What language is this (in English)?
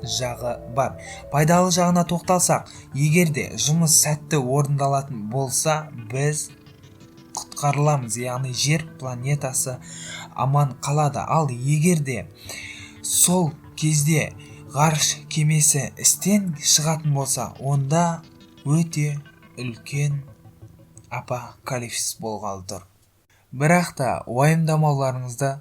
Kazakh